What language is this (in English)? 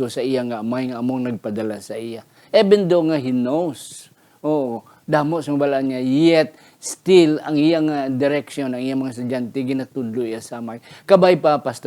Hiligaynon